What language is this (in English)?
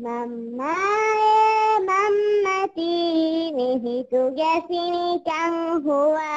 Divehi